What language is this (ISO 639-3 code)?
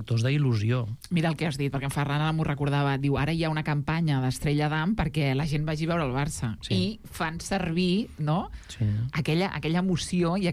cat